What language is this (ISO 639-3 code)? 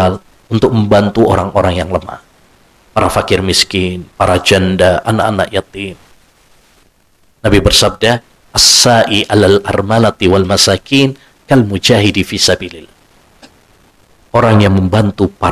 ind